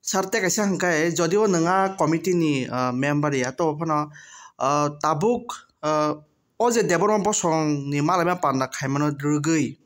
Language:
Kok Borok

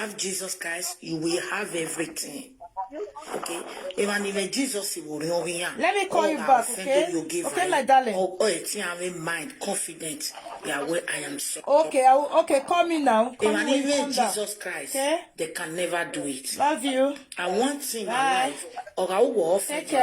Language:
Nigerian Pidgin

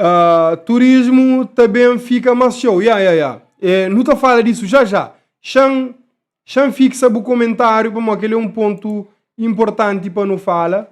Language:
Kabuverdianu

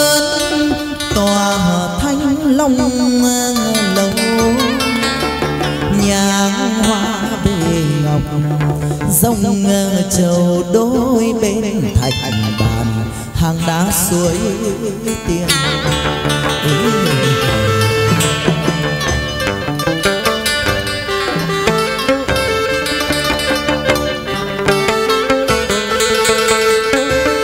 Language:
Vietnamese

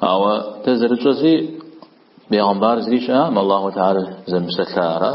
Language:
Kabardian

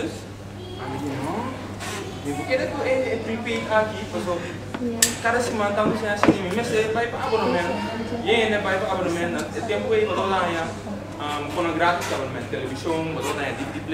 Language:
Papiamento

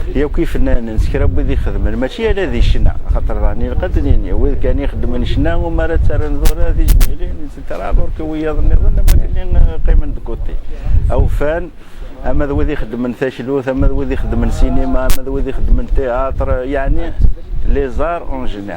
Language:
Kabyle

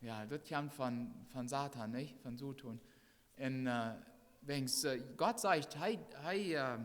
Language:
Plautdietsch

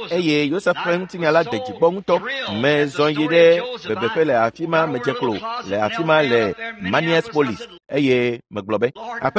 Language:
Ewe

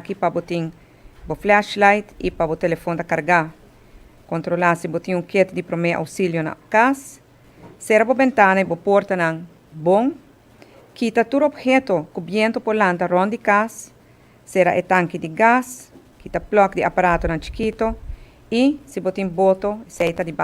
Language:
Papiamento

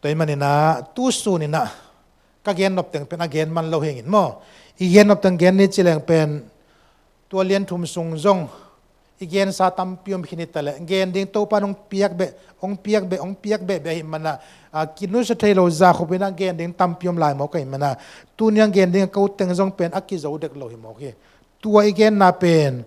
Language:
Tedim Chin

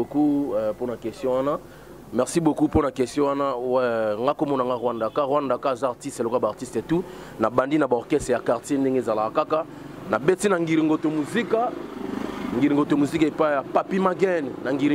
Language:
Lingala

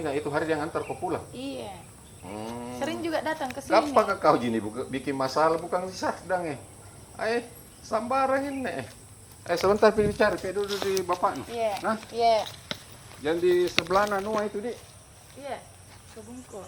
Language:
Makassar Malay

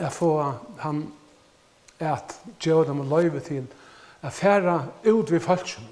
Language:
Faroese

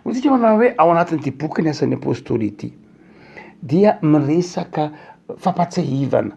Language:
Malagasy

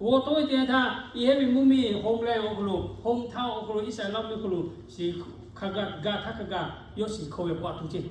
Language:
Lahu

